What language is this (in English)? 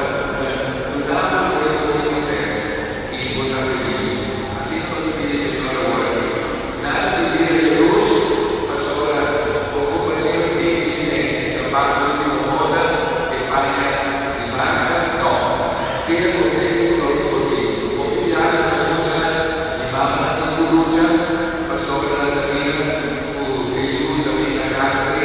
Papiamento